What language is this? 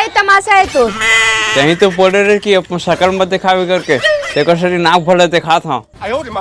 Chhattisgarhi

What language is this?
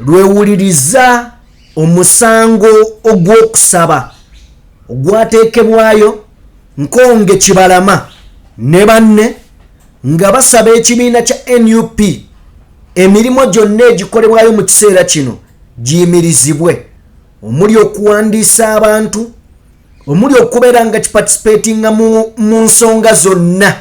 Ganda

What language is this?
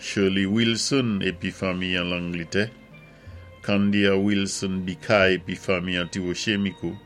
Saint Lucian Creole French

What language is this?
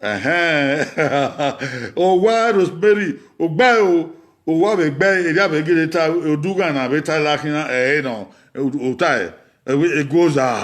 Bini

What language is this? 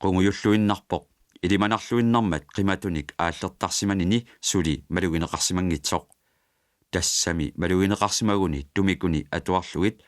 Kalaallisut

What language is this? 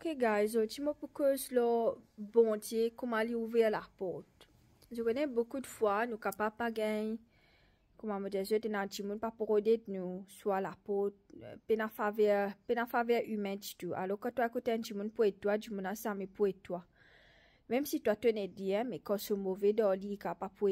Morisyen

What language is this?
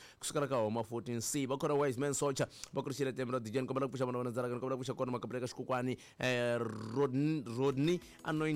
Tsonga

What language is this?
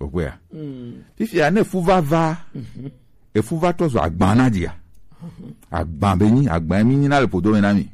Gen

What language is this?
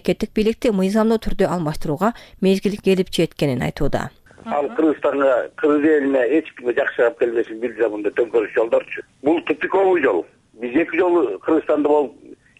Kyrgyz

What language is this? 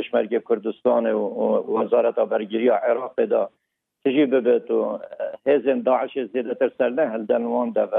Kurdish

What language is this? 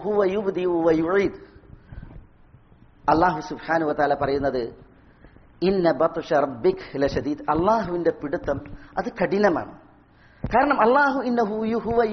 Malayalam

